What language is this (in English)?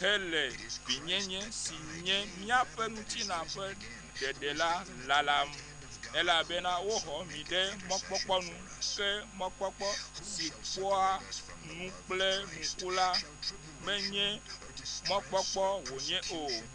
Ewe